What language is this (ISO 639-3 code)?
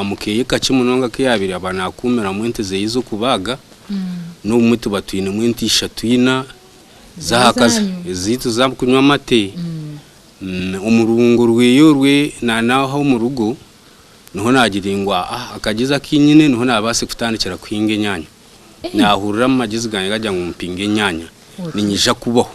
nyn